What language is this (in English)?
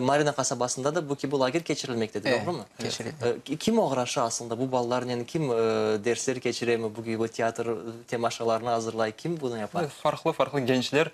Crimean Tatar